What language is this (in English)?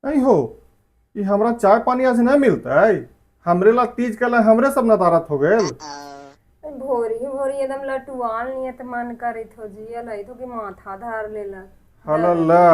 Magahi